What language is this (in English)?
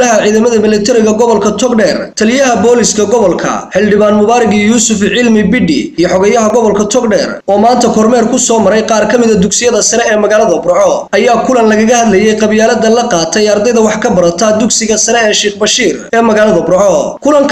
Somali